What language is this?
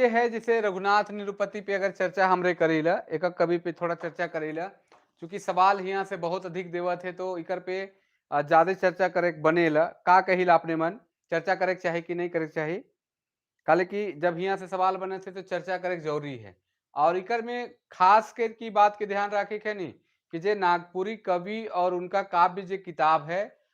Sadri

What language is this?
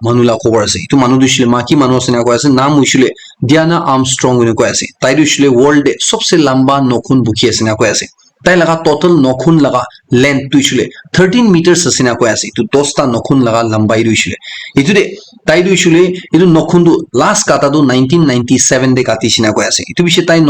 Naga Pidgin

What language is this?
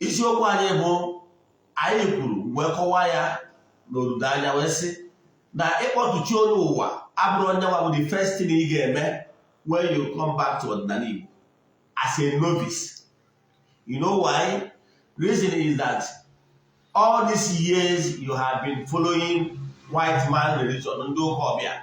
Igbo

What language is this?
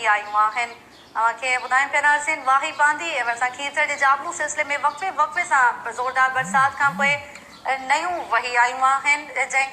Sindhi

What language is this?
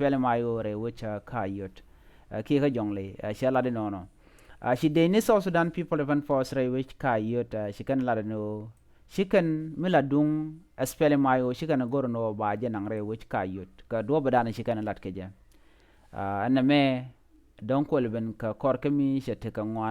Nuer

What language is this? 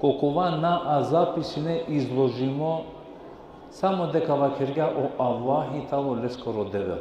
Balkan Romani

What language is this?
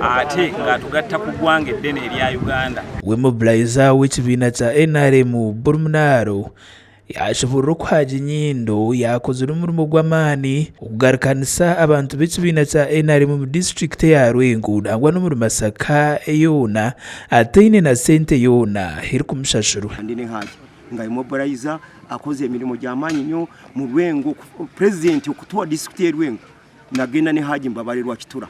Nyankole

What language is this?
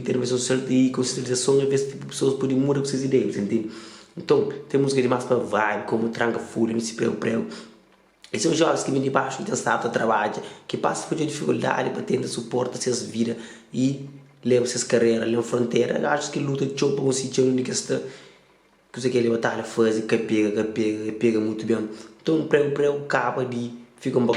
Kabuverdianu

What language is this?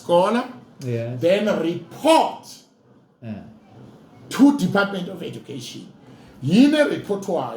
Zulu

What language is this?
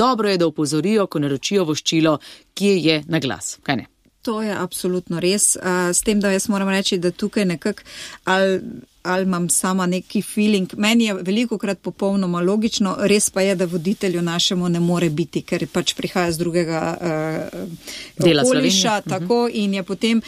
Slovenian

